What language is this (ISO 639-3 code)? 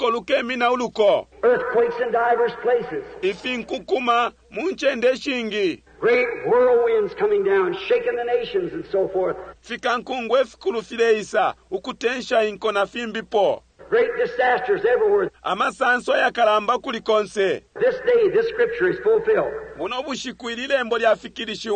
bem